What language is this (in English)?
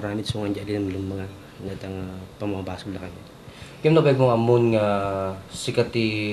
Iloko